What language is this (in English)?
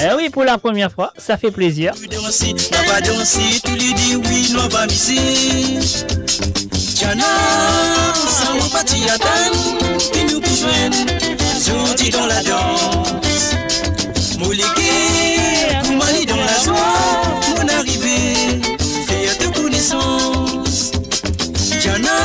Morisyen